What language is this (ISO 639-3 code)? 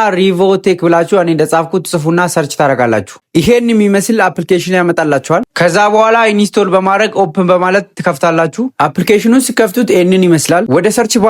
amh